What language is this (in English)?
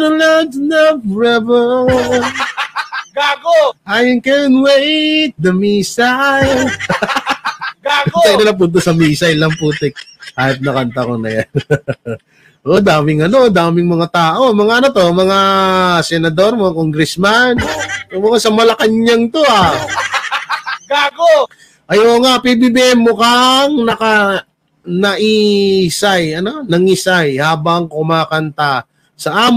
Filipino